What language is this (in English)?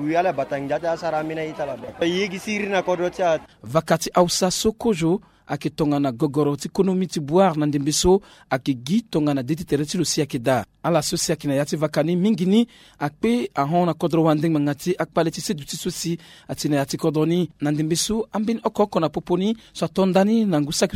Sango